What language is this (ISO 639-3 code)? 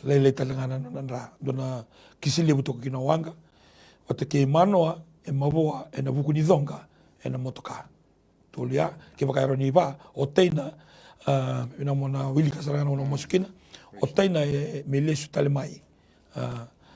fij